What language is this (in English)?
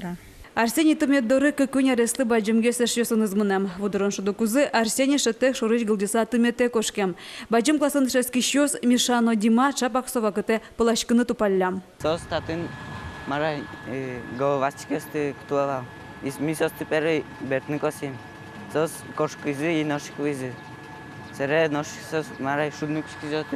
Udmurt